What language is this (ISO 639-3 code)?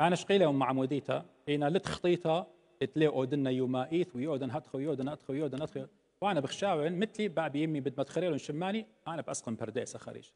aii